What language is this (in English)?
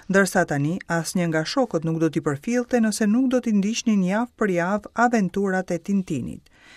Albanian